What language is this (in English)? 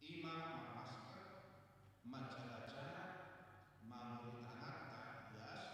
Batak Toba